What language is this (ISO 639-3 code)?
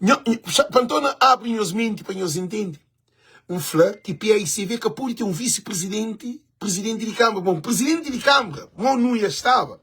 kea